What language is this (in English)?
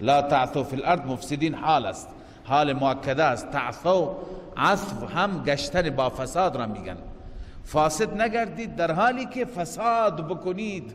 Persian